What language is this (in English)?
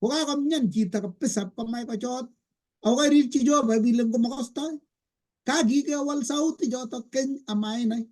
Kalenjin